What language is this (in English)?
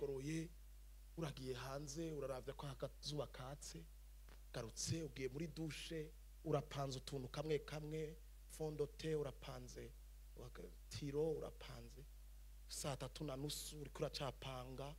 Rundi